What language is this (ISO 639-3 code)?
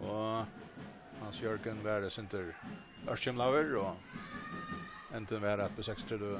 fao